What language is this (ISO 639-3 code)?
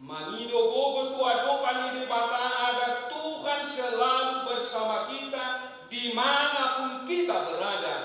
bbc